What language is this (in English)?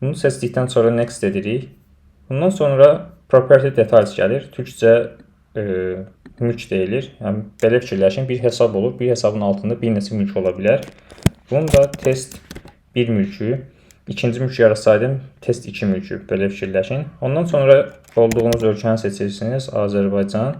Azerbaijani